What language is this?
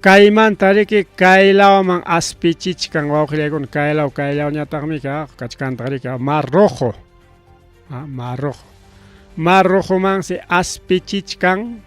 Ayacucho Quechua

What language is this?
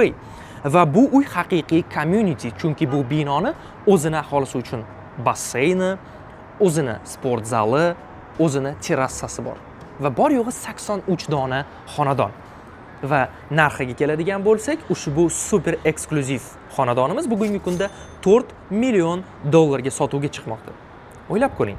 Uzbek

